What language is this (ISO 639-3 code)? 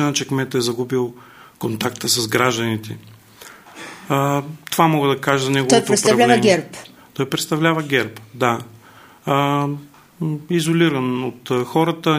bul